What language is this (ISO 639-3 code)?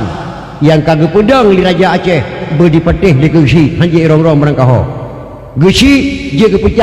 ace